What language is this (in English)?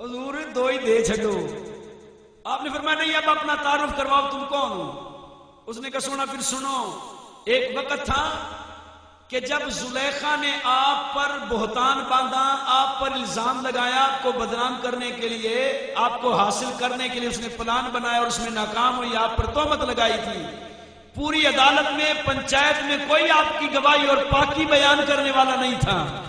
Saraiki